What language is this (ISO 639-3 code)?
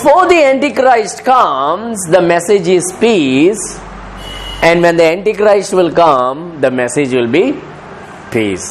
kok